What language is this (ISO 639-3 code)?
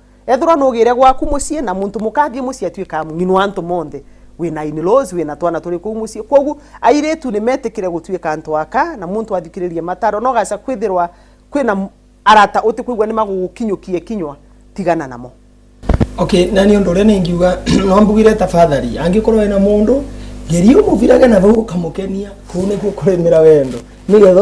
mer